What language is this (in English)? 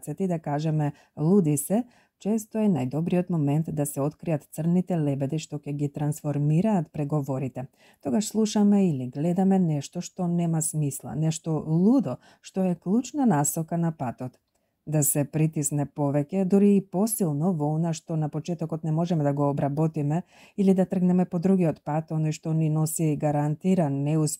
Macedonian